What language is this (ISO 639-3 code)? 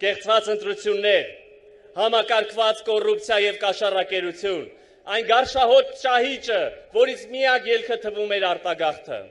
hye